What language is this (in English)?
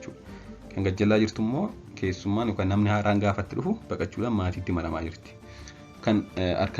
Oromo